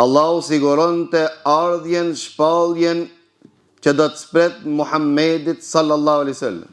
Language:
Albanian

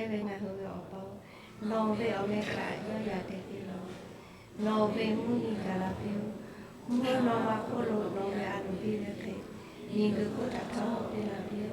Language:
Lahu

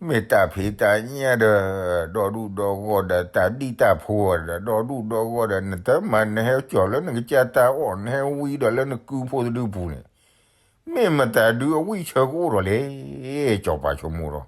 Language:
S'gaw Karen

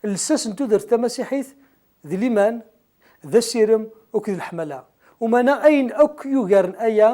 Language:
Kabyle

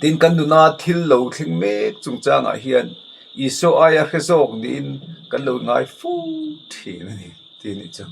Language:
Mizo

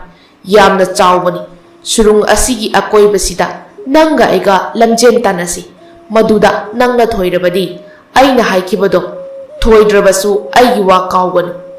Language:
Manipuri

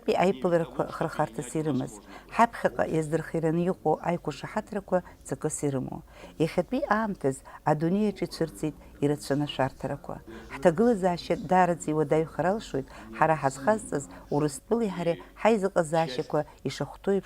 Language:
Abkhazian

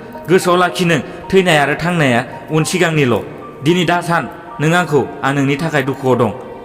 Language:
Bodo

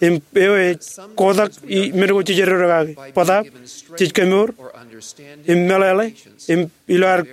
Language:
Marshallese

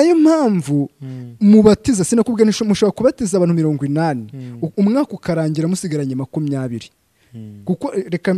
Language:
Kinyarwanda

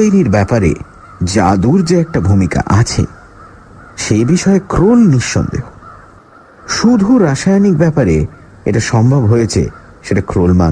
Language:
Bangla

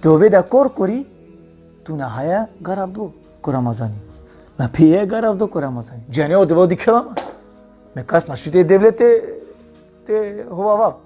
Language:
Balkan Romani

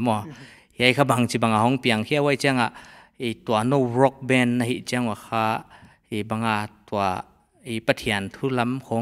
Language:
Paite Chin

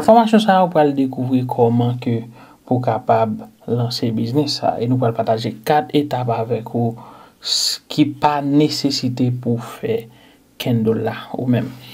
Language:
Haitian Creole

